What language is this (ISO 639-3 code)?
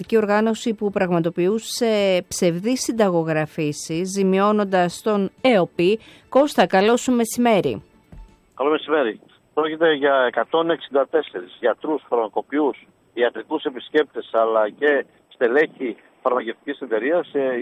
ell